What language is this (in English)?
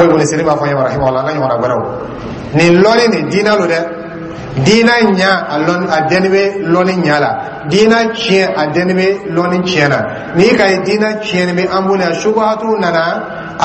Dyula